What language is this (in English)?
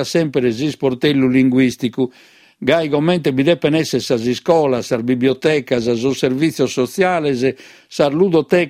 Sardinian